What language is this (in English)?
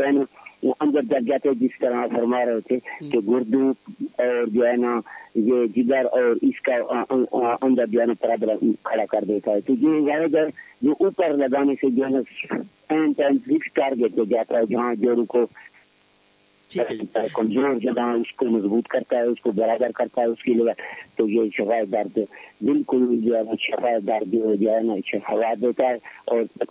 Urdu